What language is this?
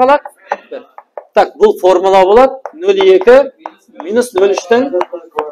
Kara-Kalpak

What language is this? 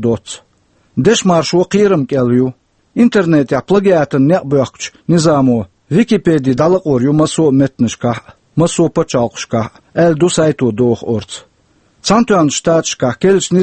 Chechen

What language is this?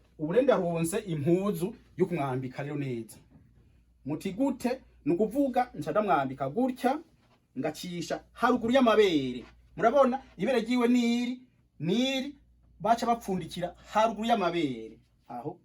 Rundi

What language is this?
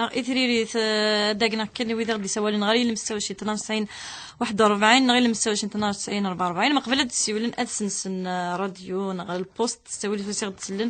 Kabyle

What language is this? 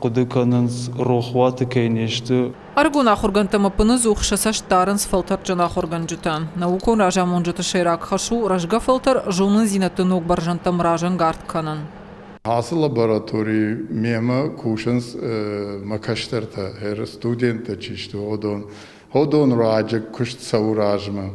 Ossetic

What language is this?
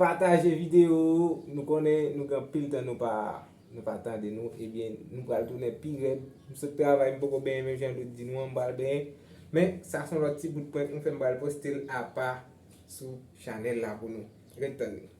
Haitian Creole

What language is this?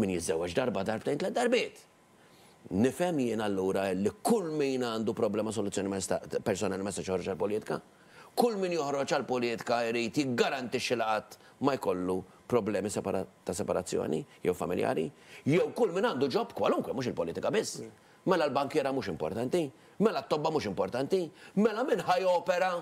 Maltese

